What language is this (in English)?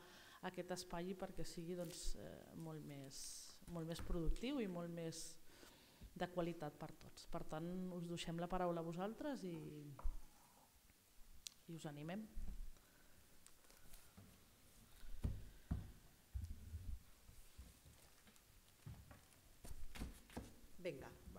Catalan